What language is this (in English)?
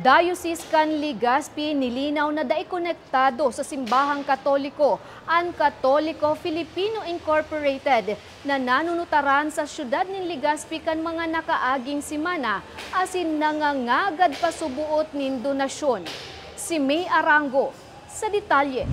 Bikol